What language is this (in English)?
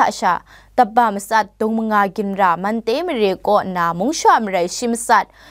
Kachin